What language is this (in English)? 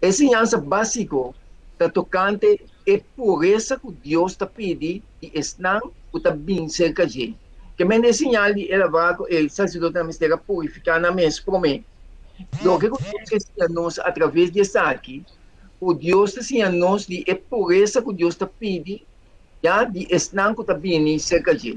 Papiamento